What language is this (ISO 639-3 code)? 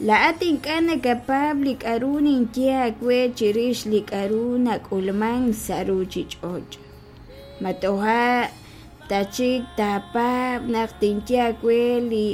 kek